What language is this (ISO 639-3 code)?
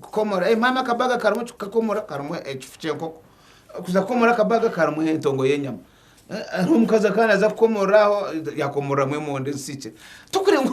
nyn